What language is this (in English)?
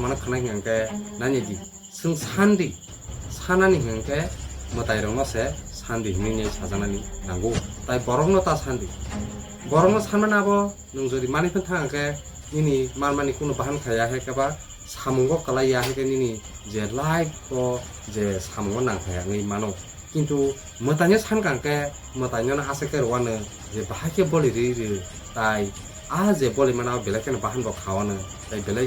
Kok Borok